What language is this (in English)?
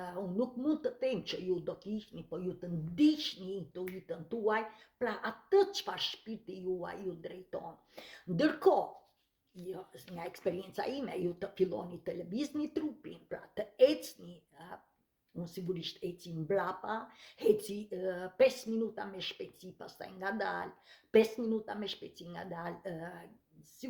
Albanian